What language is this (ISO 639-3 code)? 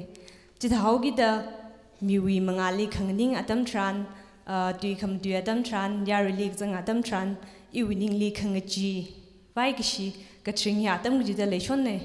nmf